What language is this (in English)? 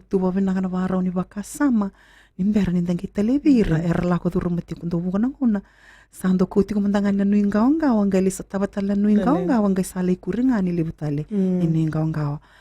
Fijian